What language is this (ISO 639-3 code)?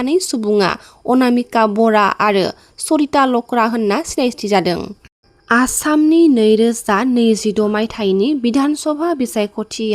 brx